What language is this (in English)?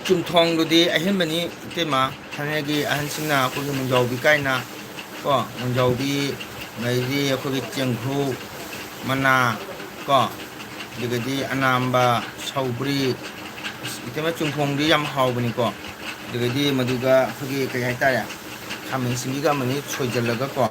Manipuri